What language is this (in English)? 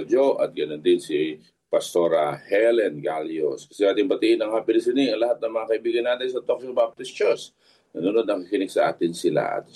Filipino